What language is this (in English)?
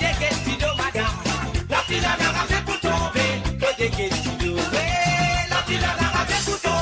Morisyen